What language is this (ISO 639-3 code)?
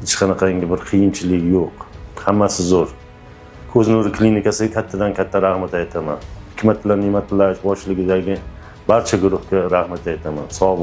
uzb